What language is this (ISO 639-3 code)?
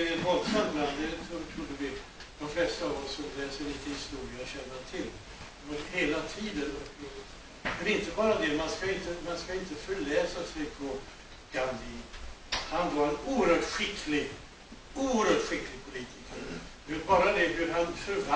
swe